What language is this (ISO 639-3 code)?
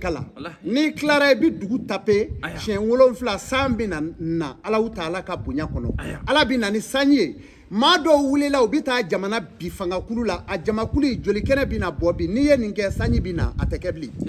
bam